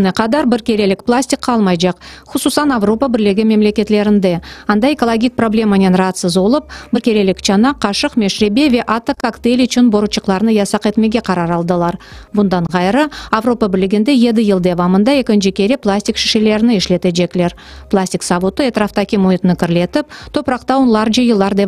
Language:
Crimean Tatar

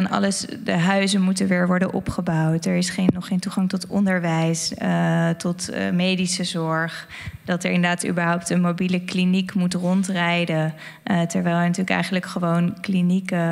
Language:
Dutch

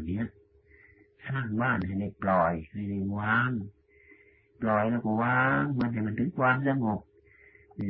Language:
Thai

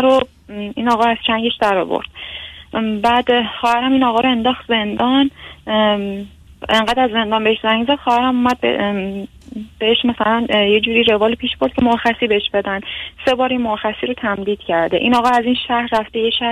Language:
Persian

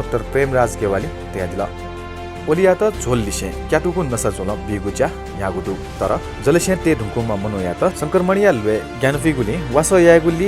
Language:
Newari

